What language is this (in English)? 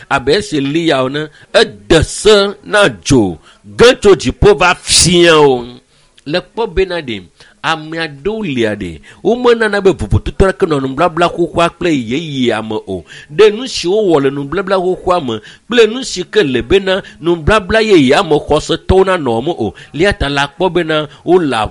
Ewe